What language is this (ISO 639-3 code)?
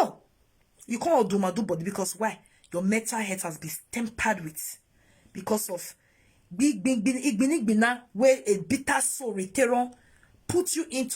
pcm